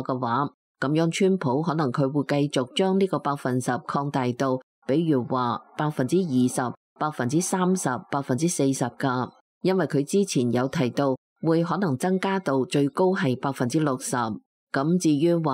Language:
Cantonese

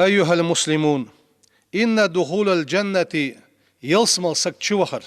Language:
Ingush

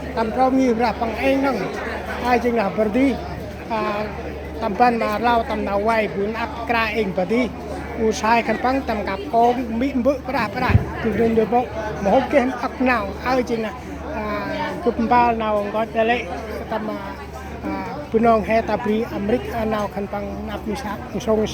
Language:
Central Mnong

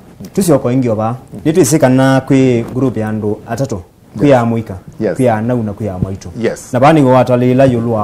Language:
Kamba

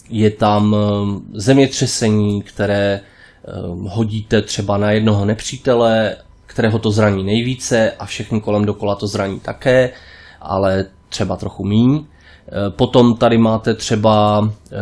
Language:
Czech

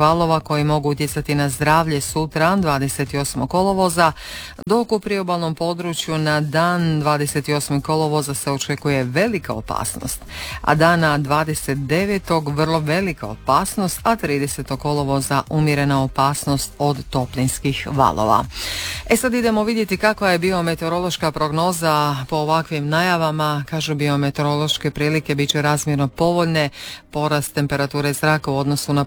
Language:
Croatian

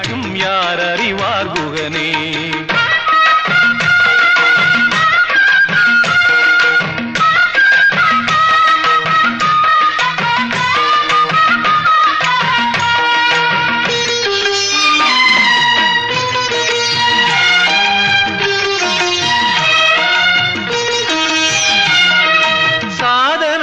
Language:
Tamil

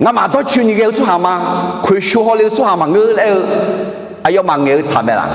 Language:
Akha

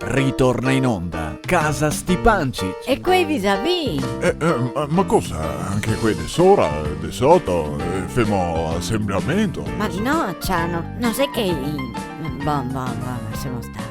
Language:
Venetian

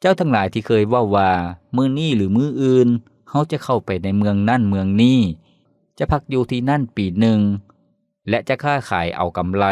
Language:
Lao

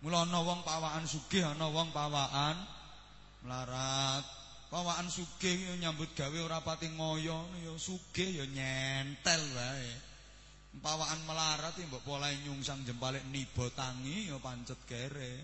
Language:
Javanese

